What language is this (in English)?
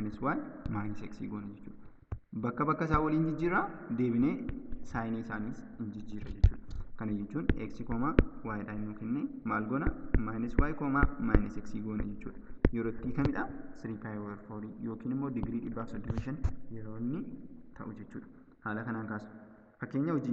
Oromo